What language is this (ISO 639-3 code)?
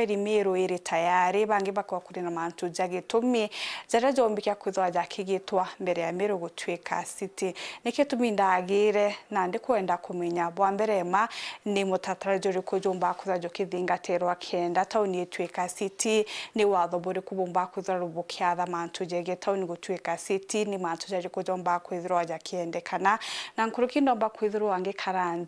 mer